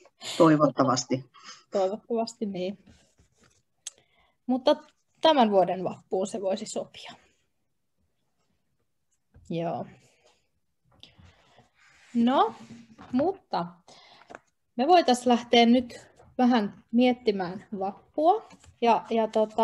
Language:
Finnish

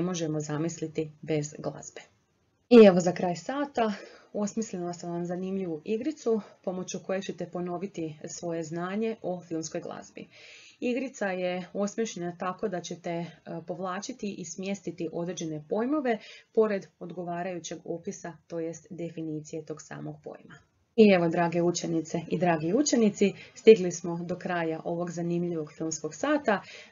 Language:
Croatian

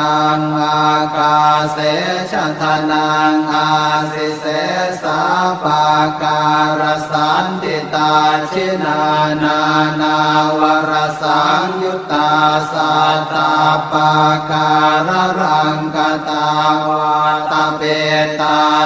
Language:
Pali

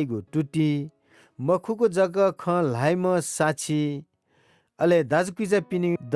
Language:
Newari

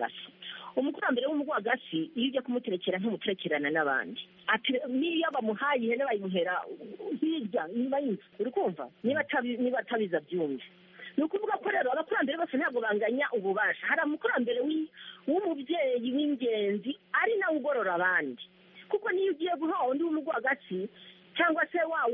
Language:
Kinyarwanda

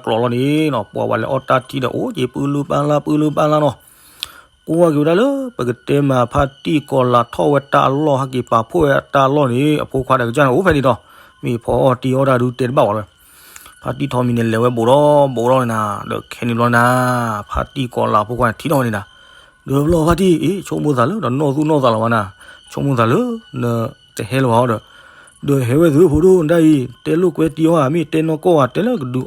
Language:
S'gaw Karen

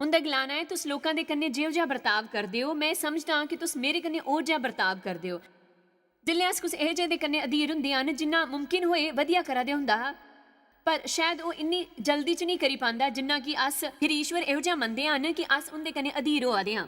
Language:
Dogri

